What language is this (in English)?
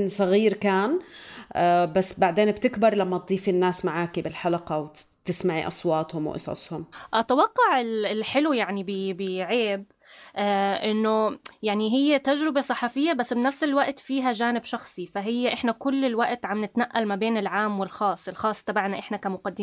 North Levantine Arabic